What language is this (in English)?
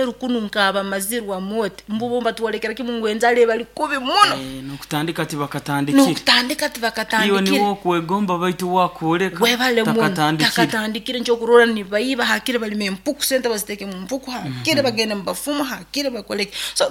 Nyoro